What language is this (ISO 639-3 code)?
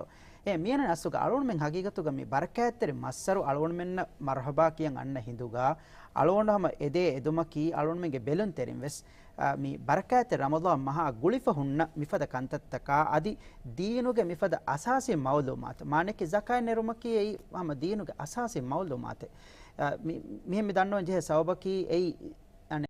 div